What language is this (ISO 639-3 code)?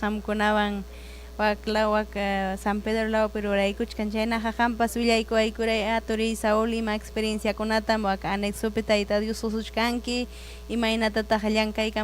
quy